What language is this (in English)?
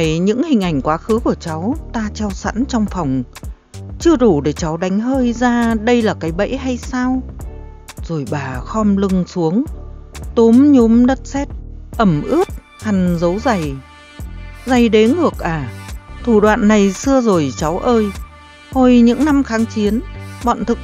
Vietnamese